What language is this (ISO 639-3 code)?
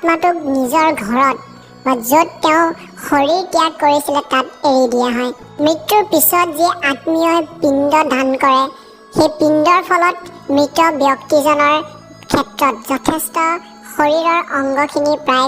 asm